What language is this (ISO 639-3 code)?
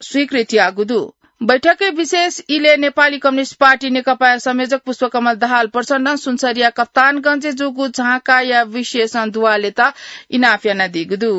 new